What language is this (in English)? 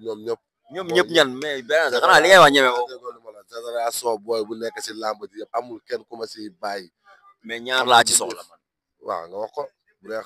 Wolof